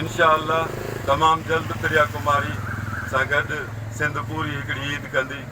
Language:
Sindhi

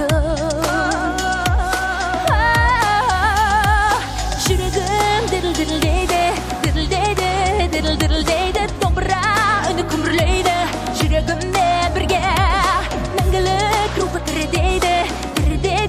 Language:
Kazakh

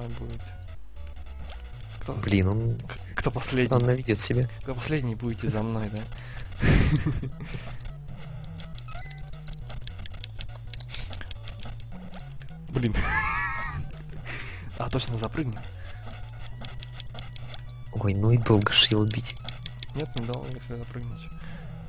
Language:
Russian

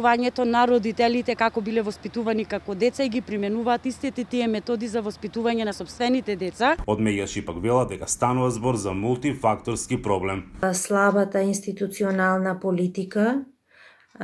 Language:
Macedonian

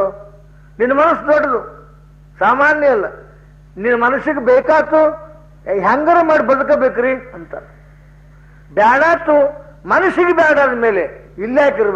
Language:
Kannada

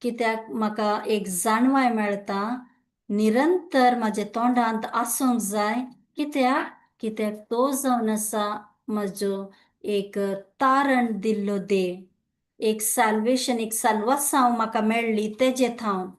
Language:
Konkani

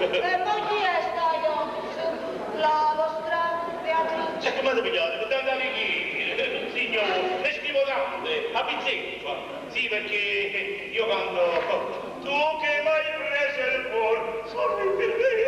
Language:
Neapolitan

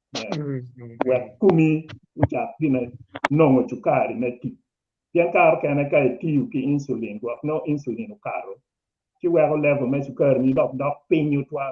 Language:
Acoli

